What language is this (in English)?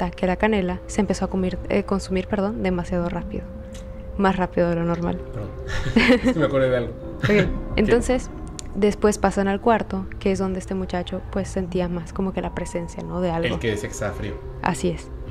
Spanish